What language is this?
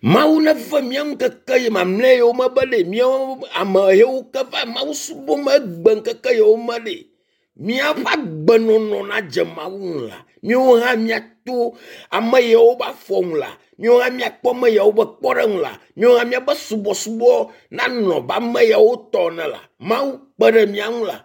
Ewe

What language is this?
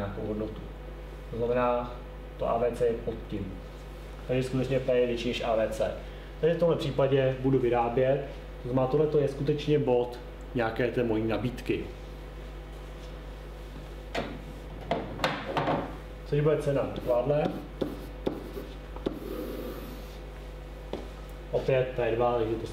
Czech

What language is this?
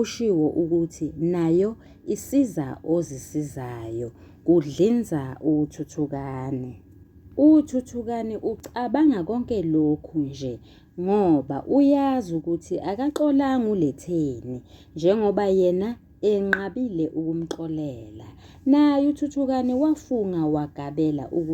Zulu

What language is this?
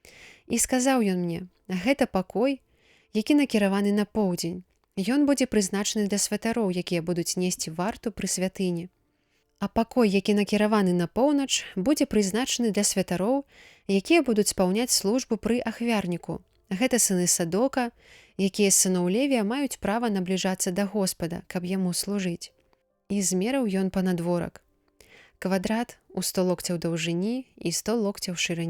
Belarusian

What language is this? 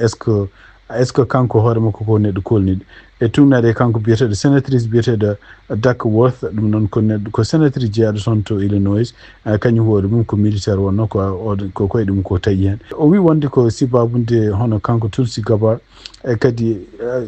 Fula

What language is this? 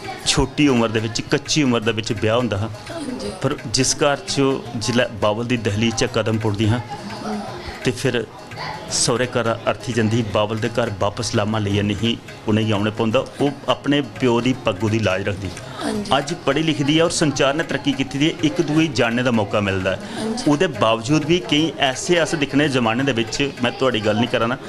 Dogri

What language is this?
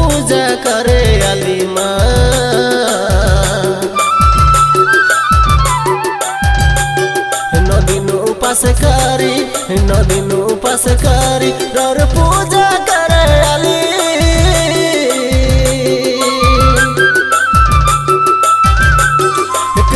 Bhojpuri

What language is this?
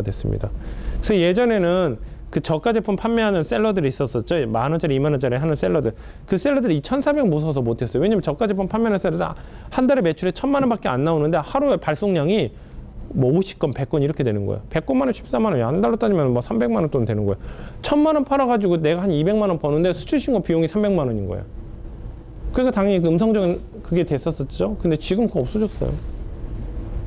Korean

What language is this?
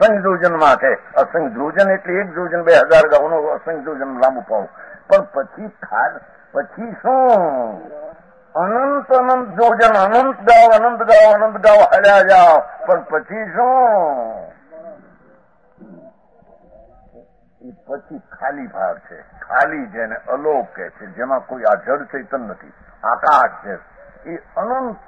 Gujarati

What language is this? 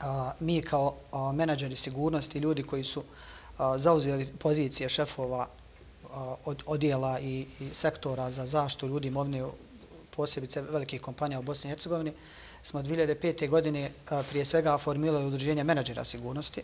Bosnian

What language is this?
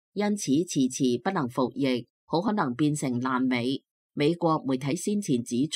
Cantonese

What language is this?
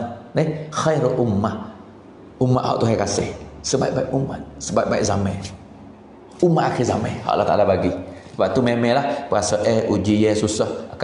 Pattani Malay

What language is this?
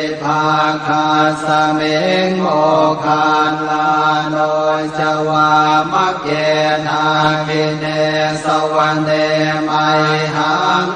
Pali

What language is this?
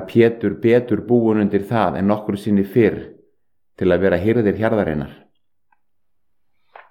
Icelandic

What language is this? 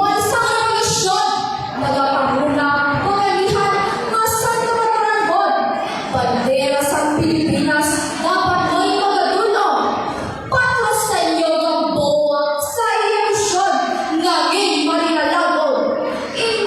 Hiligaynon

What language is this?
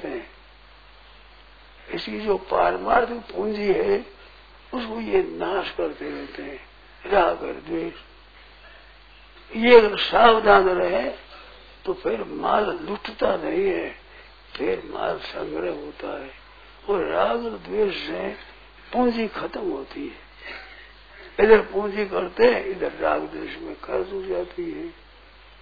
Hindi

